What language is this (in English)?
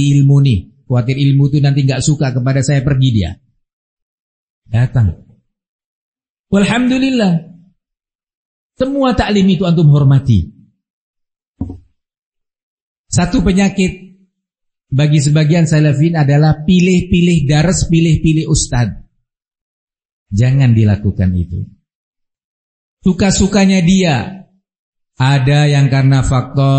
Indonesian